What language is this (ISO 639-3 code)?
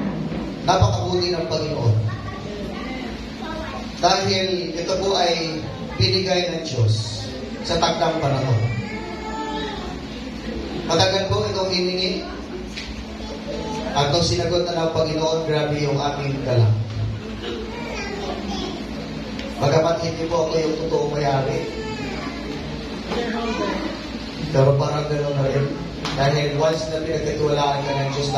fil